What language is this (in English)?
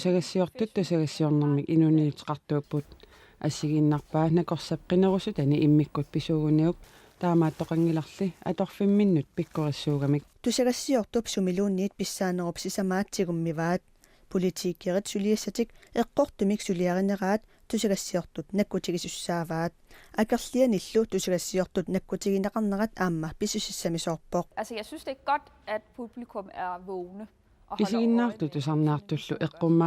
Kalaallisut